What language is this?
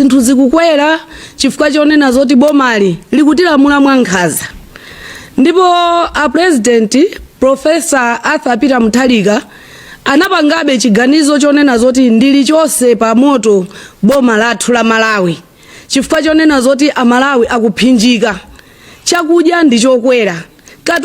Nyanja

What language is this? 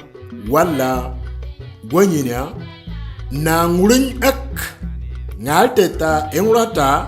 Moro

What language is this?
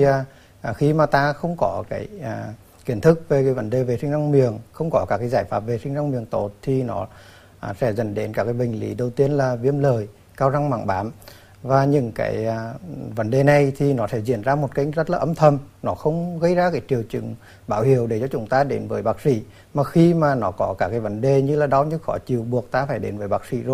Vietnamese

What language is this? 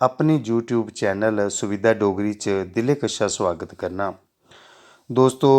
Dogri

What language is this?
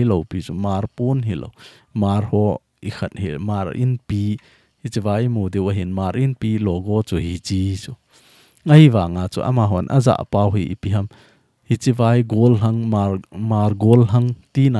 Thado Chin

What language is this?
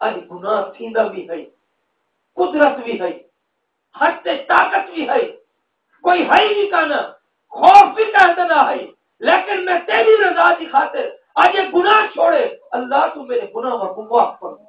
Saraiki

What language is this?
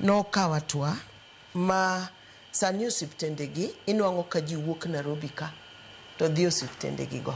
Luo (Kenya and Tanzania)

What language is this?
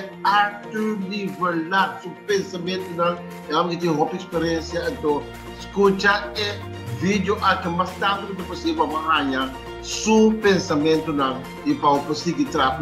Papiamento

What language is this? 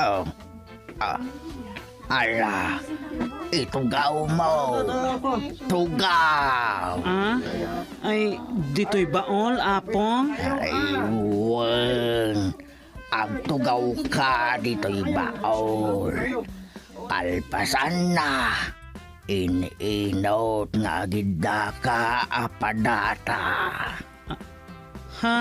Iloko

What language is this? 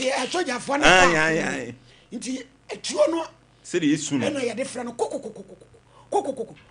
Akan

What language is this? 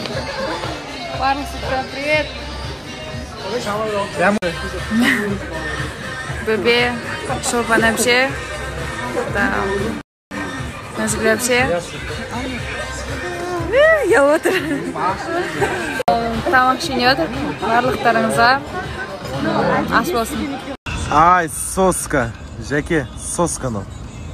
Kazakh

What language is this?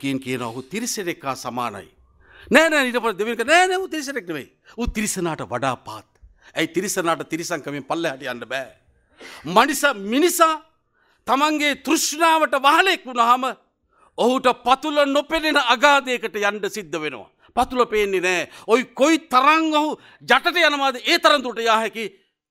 Sinhala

